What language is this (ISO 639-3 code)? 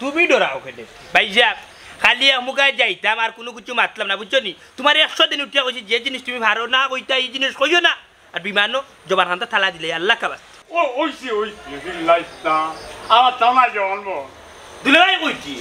syl